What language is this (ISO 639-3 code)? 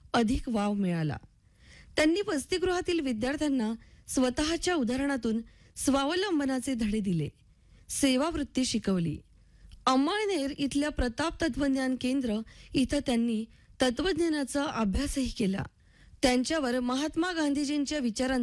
mar